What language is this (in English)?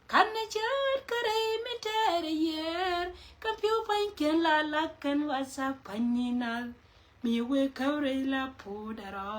Nuer